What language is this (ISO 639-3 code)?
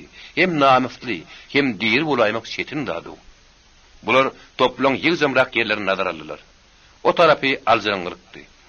tuk